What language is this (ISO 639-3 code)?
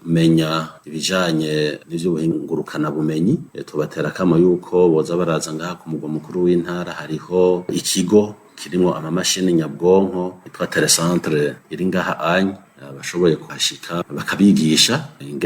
run